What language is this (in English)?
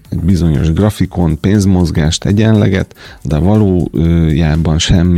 Hungarian